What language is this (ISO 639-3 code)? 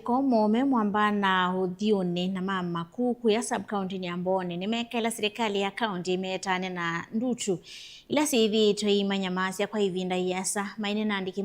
kam